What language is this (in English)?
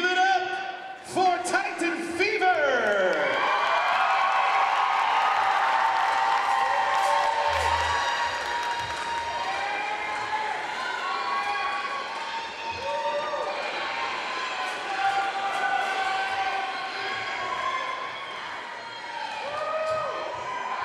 English